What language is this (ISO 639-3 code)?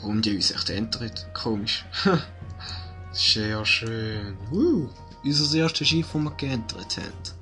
gsw